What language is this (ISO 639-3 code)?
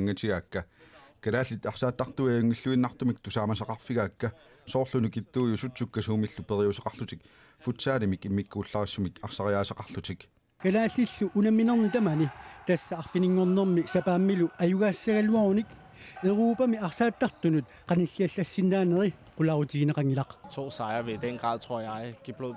kal